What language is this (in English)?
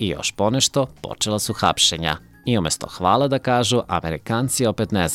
Serbian